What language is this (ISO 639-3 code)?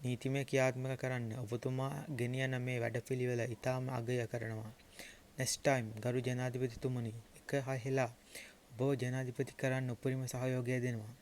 sin